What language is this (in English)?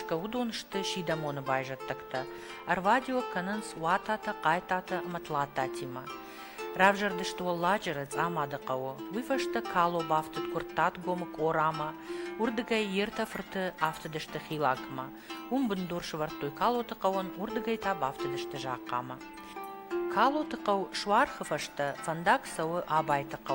Ossetic